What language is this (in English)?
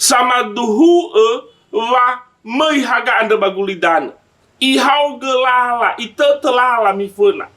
Nias